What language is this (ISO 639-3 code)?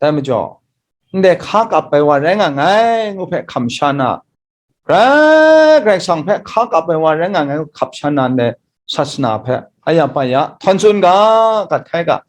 kac